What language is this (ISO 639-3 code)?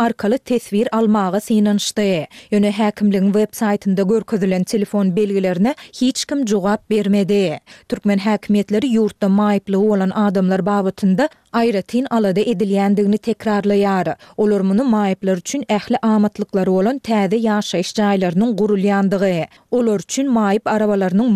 tuk